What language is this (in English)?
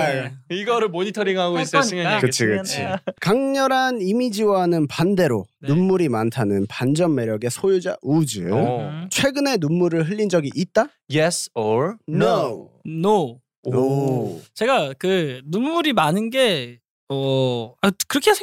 Korean